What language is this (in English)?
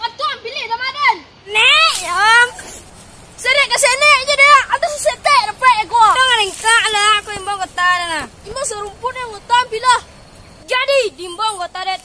Minangkabau